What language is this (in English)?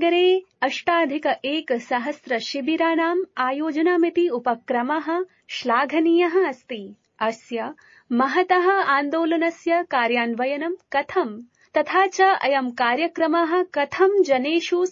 Sanskrit